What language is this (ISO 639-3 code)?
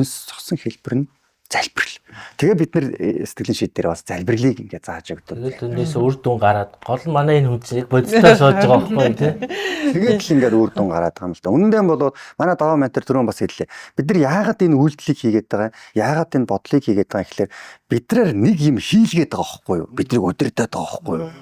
mon